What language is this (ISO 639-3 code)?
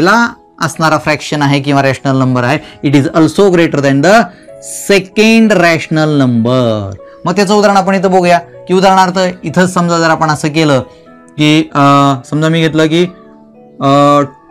mar